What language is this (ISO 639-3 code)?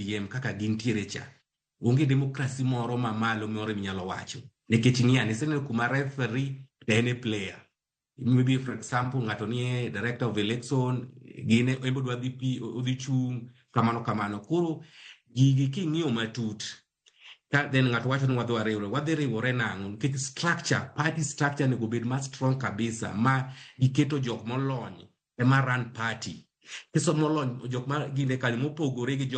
luo